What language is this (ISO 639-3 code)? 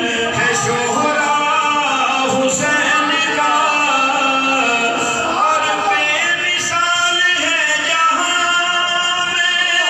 urd